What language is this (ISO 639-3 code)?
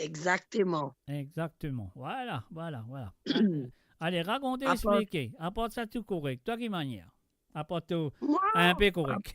mfe